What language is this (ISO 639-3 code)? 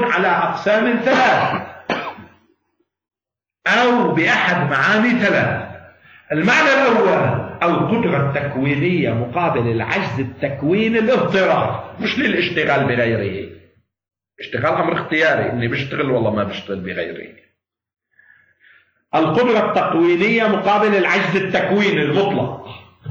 ara